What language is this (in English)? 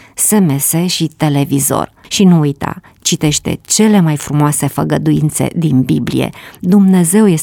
Romanian